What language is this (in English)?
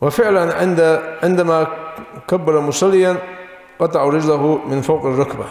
Ingush